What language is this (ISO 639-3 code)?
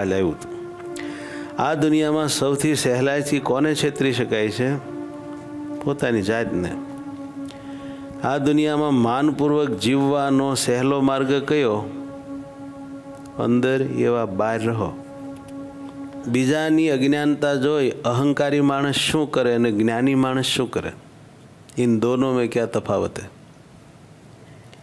guj